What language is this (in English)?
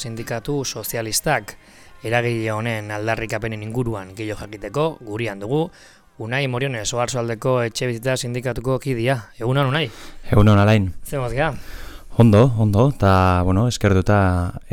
Basque